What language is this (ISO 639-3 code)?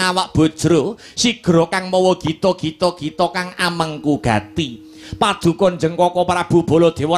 jav